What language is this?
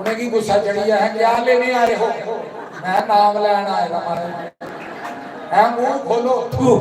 Dogri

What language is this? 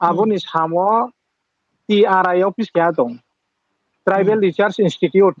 Riang (India)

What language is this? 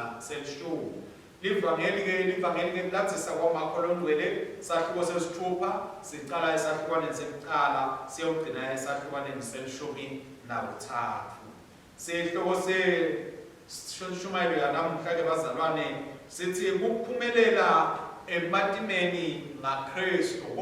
Swati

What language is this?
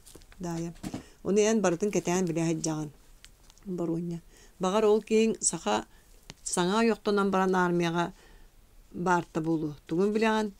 Yakut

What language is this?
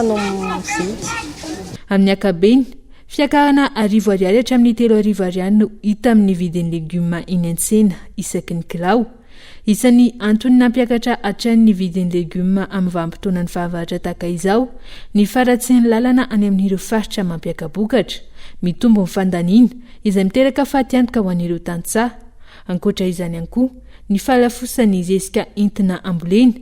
Malagasy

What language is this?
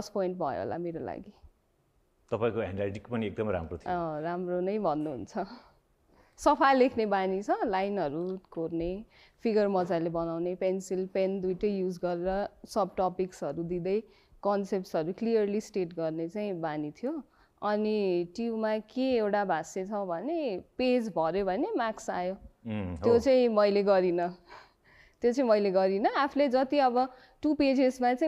Nepali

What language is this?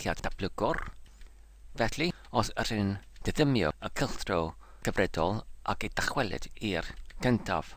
Welsh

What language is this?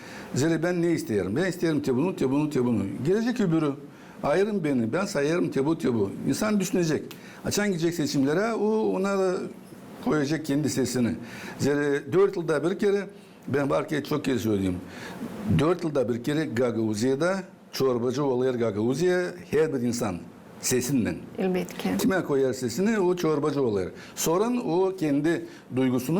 Gagauz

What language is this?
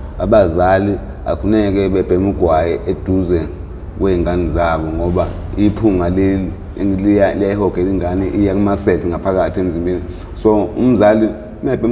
Zulu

